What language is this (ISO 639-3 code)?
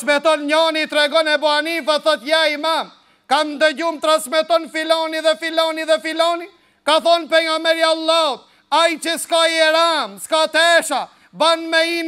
sqi